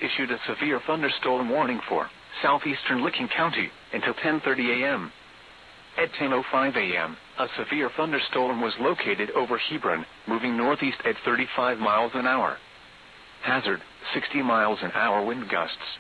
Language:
English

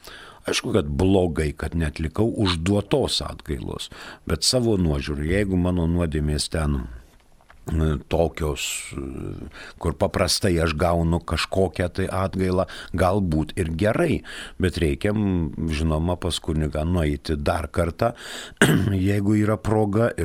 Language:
Lithuanian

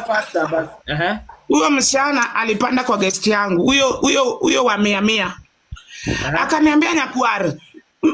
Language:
Swahili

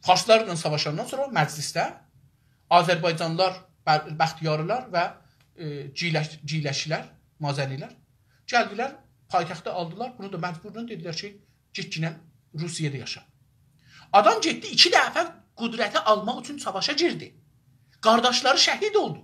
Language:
South Azerbaijani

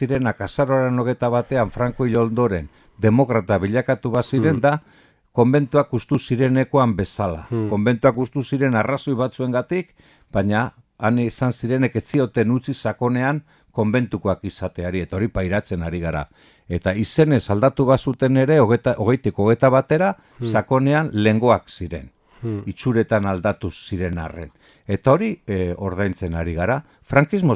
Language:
Basque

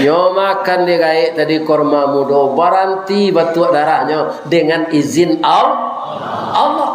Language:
Minangkabau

